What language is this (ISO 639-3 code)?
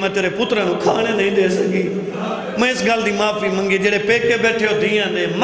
skr